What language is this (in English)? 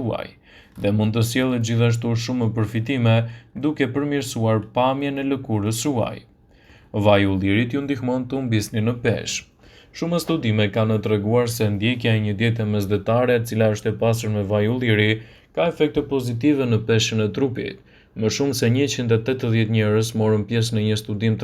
Albanian